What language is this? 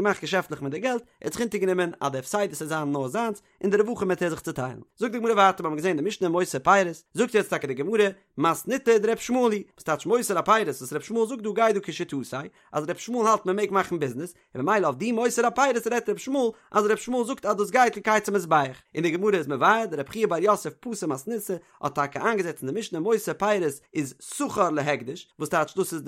Yiddish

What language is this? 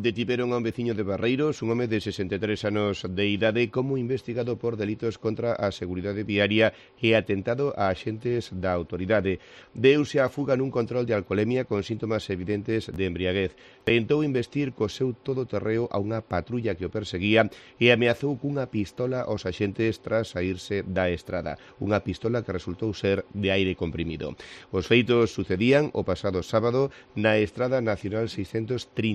Galician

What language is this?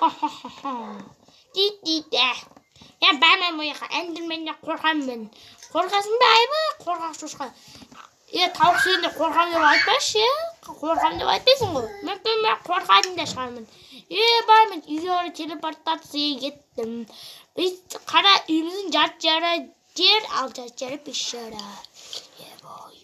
Kazakh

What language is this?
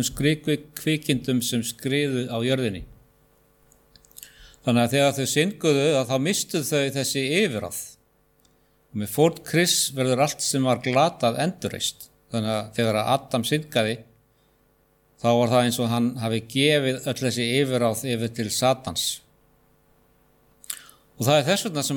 Icelandic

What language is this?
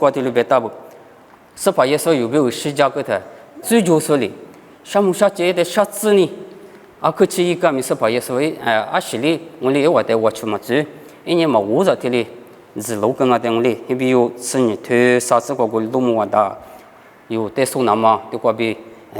Lisu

